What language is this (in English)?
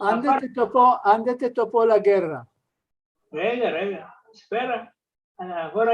Ladino